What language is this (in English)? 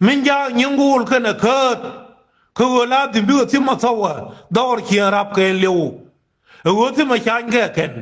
Nuer